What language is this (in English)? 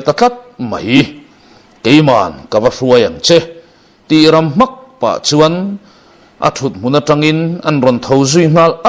Mizo